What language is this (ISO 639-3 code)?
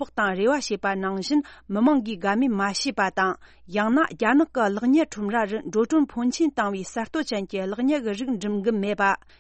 bod